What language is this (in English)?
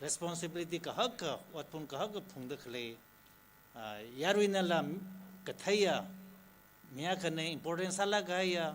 Tangkhul Naga (India)